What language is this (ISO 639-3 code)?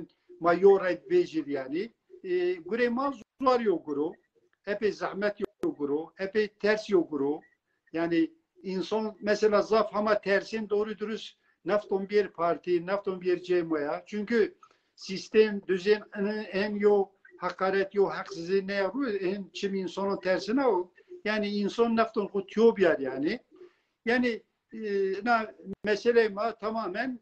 zza